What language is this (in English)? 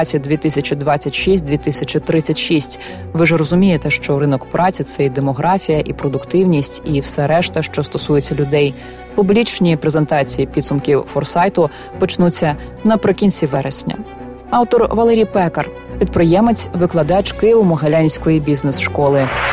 Ukrainian